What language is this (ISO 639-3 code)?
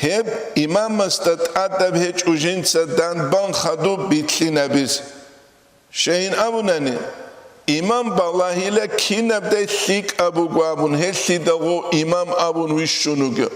ava